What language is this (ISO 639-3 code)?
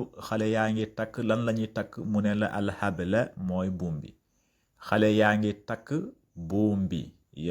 wol